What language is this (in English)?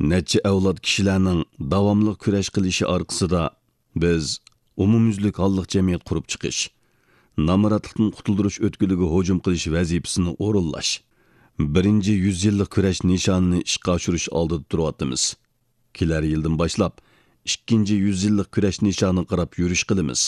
Uyghur